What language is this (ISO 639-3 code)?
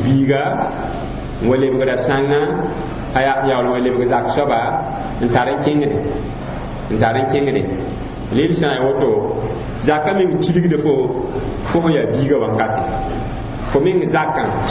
mos